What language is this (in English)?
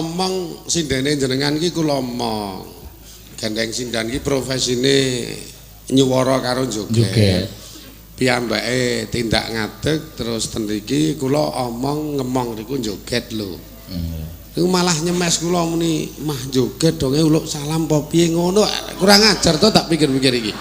Javanese